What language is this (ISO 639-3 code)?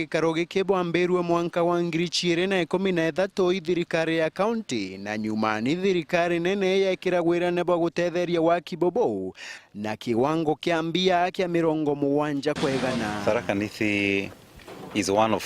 mer